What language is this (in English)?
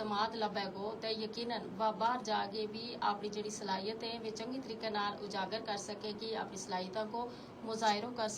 Gujari